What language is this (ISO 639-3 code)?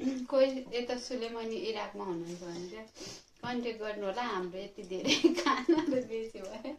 nep